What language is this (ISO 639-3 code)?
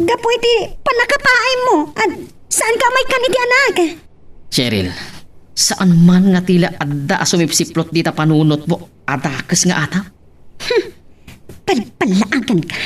ilo